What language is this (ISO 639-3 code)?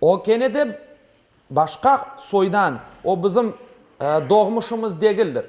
crh